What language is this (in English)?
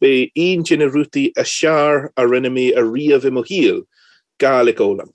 Irish